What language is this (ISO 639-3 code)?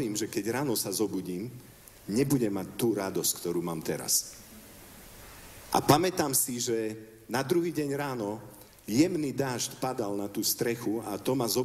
slk